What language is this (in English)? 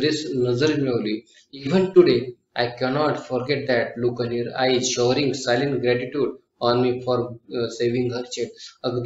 Marathi